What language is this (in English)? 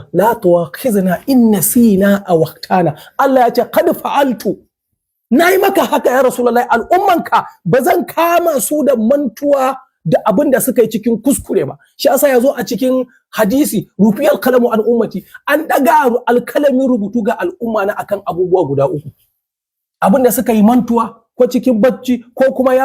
Hausa